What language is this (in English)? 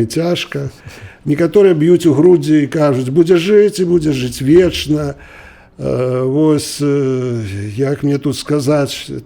Belarusian